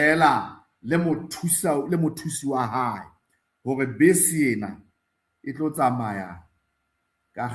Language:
Southern Sotho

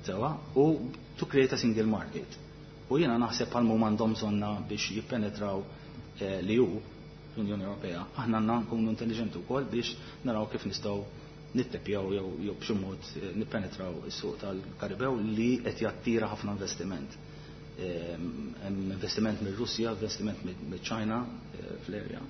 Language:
Maltese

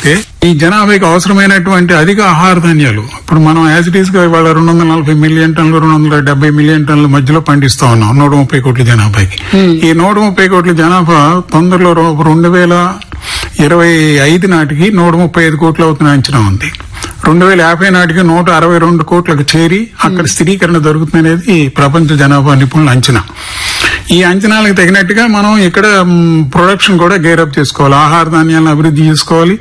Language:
Telugu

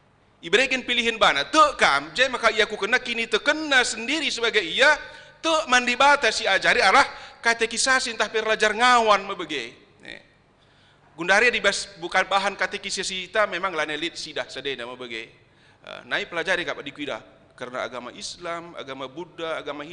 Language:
Batak Karo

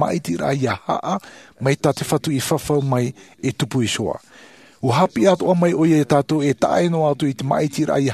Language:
Tahitian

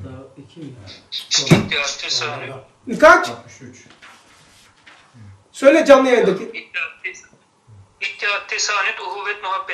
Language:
Turkish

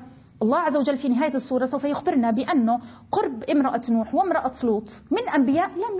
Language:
Arabic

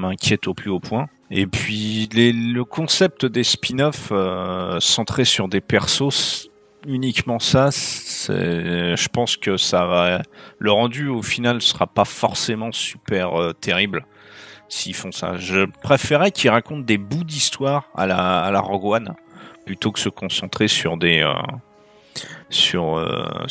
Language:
French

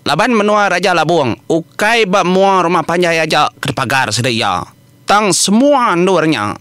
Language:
Iban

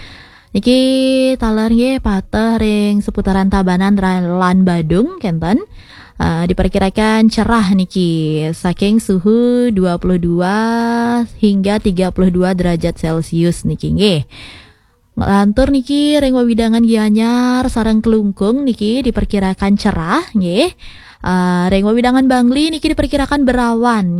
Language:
Balinese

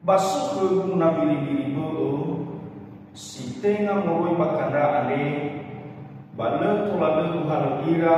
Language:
Nias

